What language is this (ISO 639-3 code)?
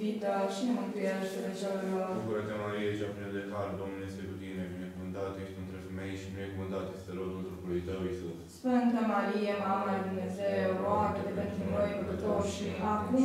ron